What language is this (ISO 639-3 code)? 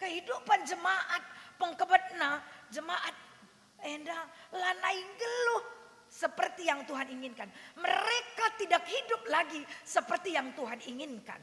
btx